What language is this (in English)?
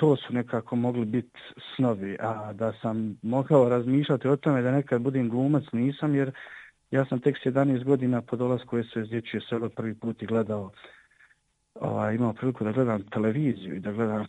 Bosnian